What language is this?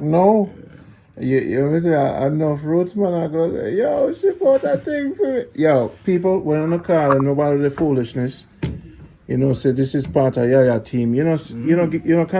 Jamaican Creole English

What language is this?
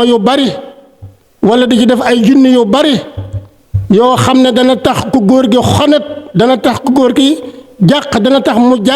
Wolof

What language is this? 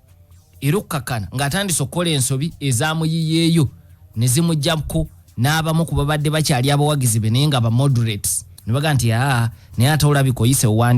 Ganda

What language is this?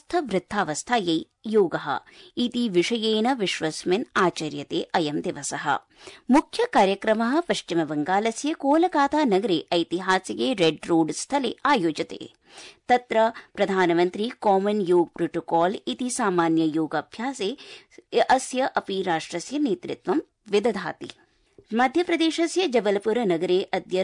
Sanskrit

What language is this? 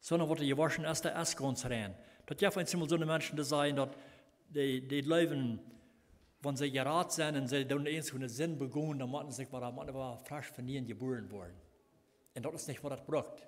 Plautdietsch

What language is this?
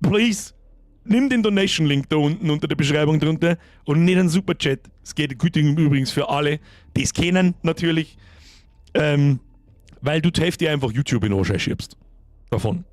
Bavarian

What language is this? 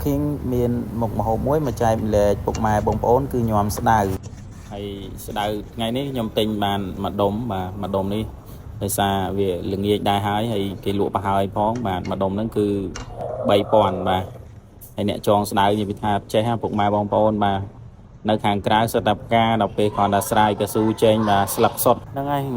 Khmer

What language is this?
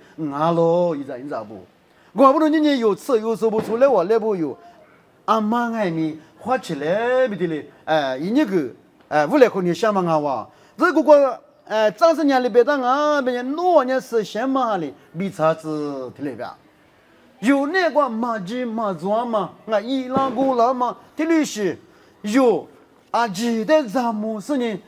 Lisu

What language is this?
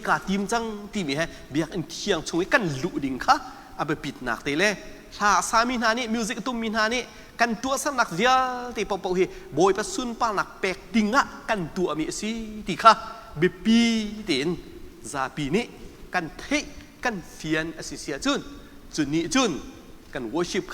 Hakha Chin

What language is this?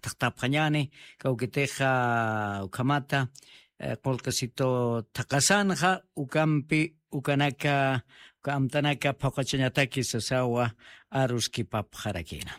Aymara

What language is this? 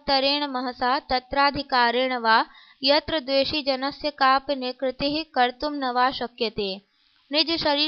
Sanskrit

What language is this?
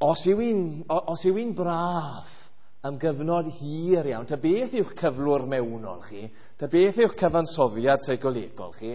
Welsh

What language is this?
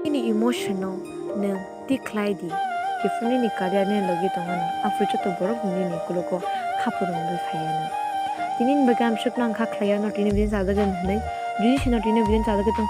Kok Borok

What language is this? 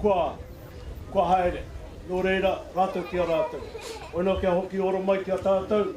Māori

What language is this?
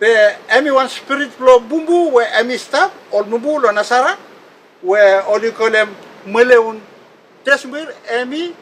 Bislama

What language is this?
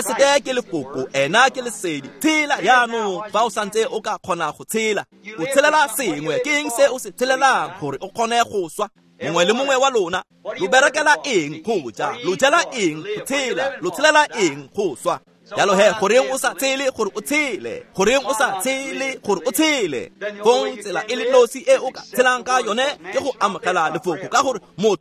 Tswana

